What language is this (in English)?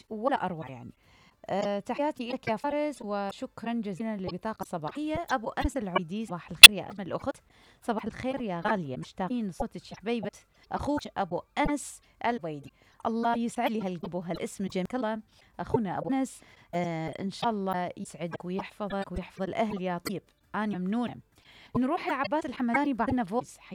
Mesopotamian Arabic